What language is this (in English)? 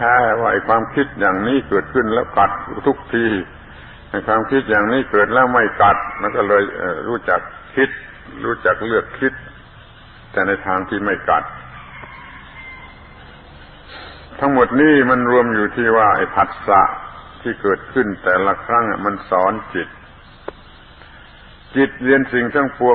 Thai